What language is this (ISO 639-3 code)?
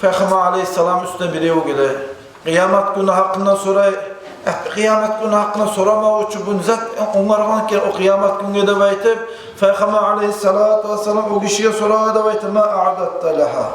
kum